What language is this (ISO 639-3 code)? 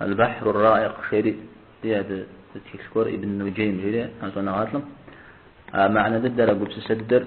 kbd